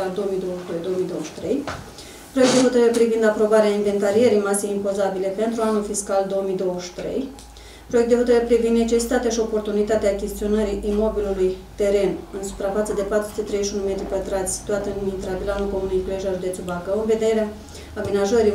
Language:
Romanian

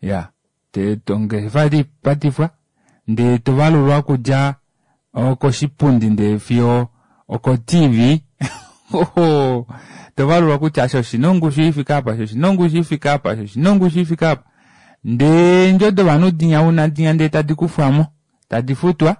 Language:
Kuanyama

